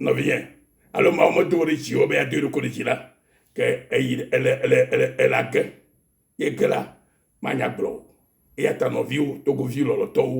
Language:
Ewe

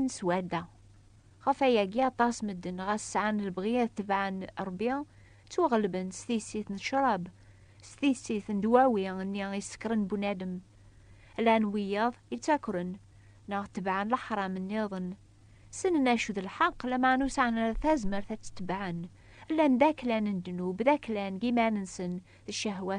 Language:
Kabyle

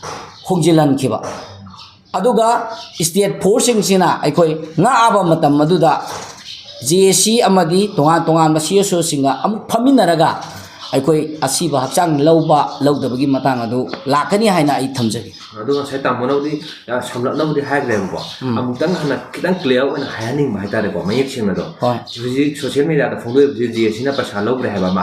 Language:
Manipuri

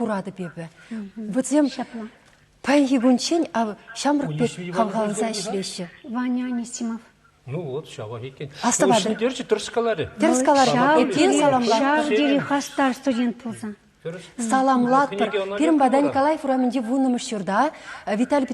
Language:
Chuvash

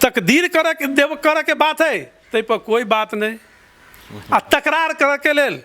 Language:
Maithili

